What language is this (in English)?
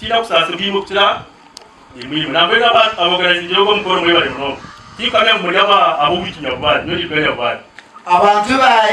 Nyankole